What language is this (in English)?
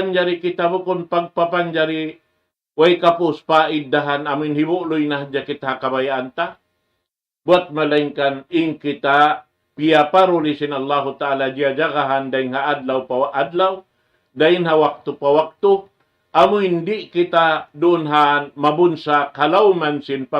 Tausug